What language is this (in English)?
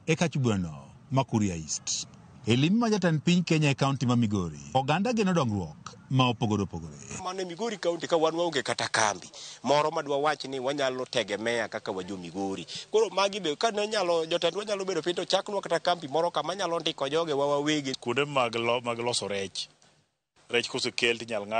Luo (Kenya and Tanzania)